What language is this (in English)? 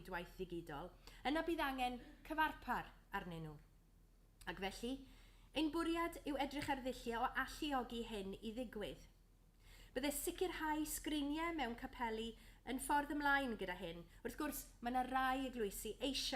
Welsh